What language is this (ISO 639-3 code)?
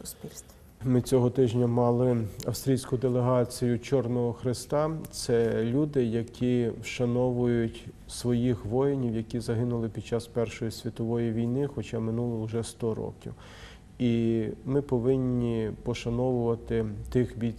ukr